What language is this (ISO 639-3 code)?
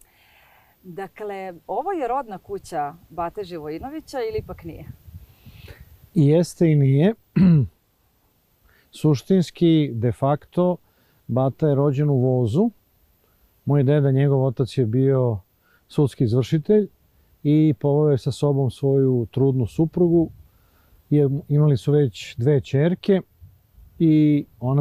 srp